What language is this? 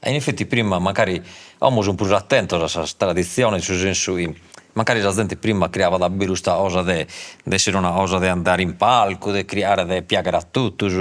Sardinian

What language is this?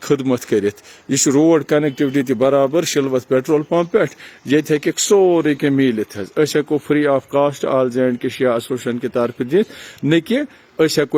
Kashmiri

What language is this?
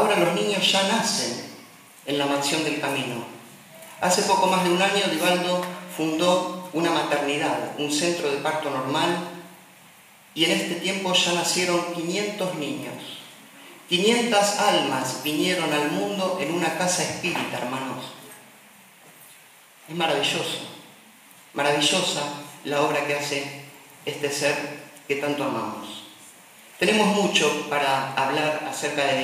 Spanish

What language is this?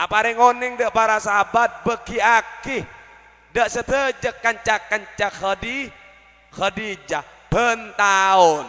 Madurese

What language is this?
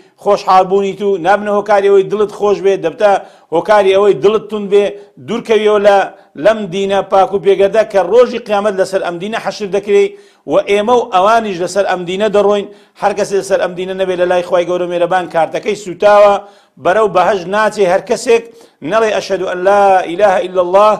Central Kurdish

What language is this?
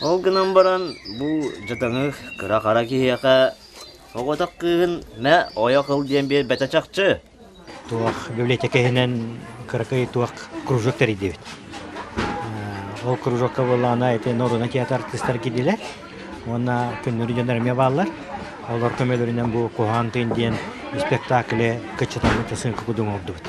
Yakut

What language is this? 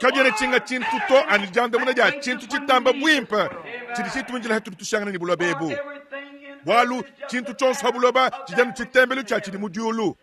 Luba-Lulua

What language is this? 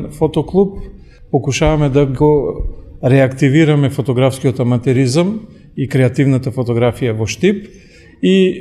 Macedonian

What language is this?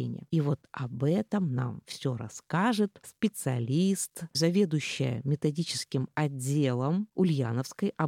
Russian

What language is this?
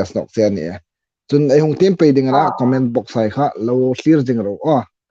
Hmar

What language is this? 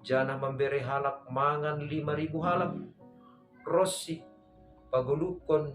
Batak Simalungun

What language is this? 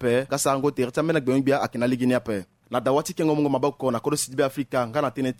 Sango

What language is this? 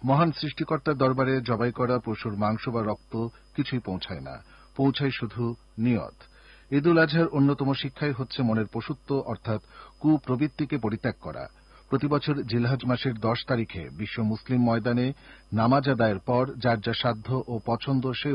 Bangla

